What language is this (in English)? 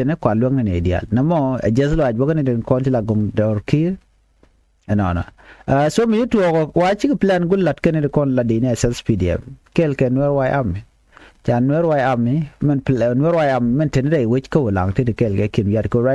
Nuer